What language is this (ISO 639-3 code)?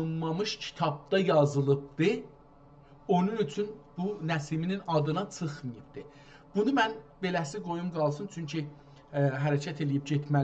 azb